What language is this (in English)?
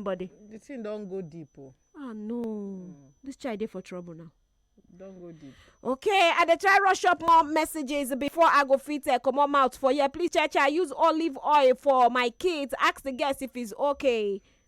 Nigerian Pidgin